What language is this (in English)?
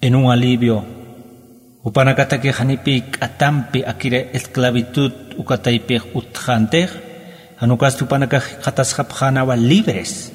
Aymara